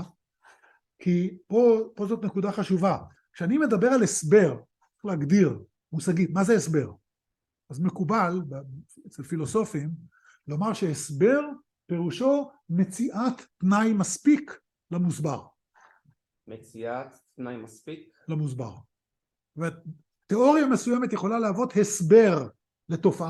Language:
Hebrew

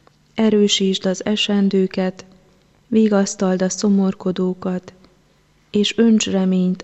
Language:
Hungarian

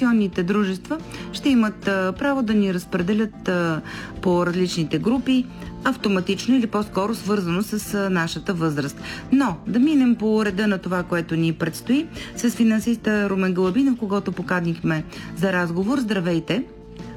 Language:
Bulgarian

